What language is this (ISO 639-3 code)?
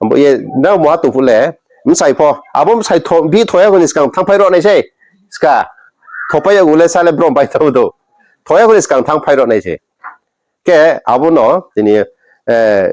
ria